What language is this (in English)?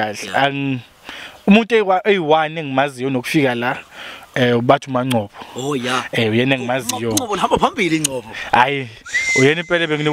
Zulu